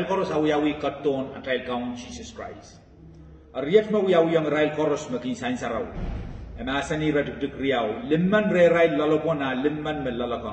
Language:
Pohnpeian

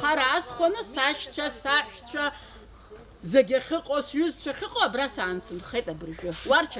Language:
Abkhazian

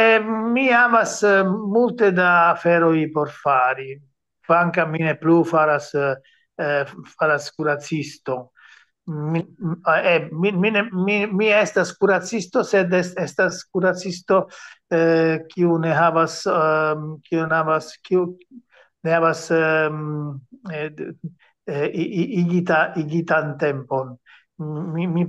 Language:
Esperanto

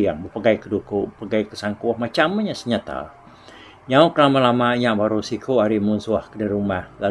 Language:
Iban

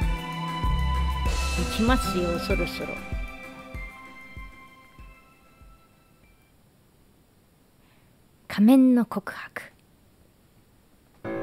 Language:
Japanese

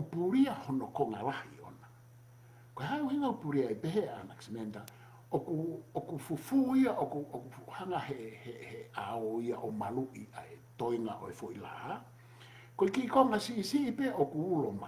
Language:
Tongan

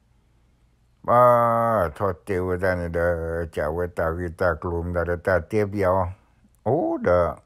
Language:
S'gaw Karen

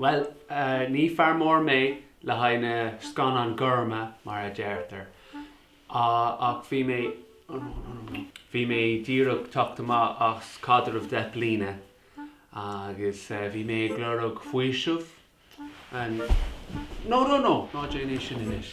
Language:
Irish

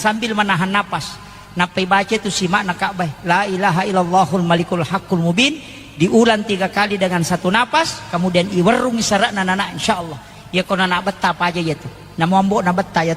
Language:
Buginese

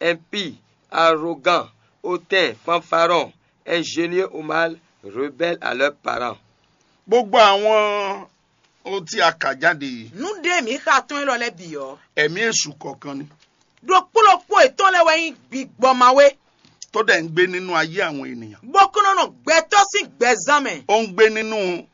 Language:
Fon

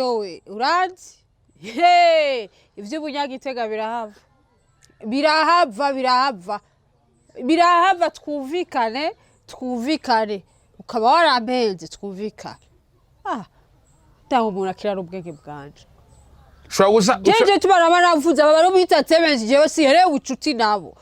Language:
Rundi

